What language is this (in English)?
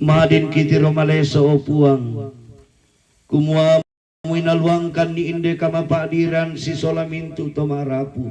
Toraja-Sa'dan